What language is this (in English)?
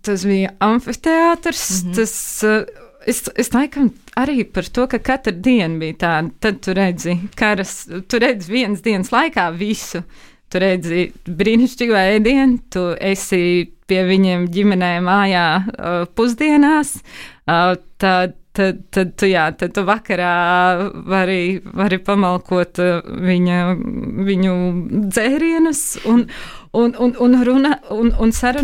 Latvian